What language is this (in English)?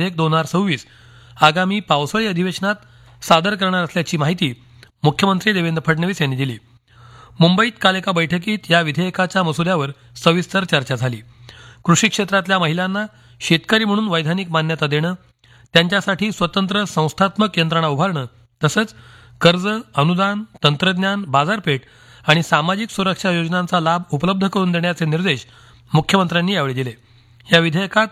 Marathi